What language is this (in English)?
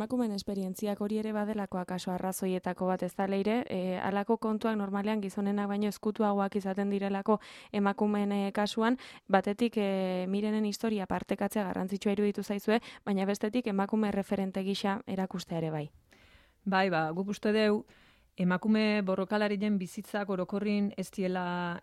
Basque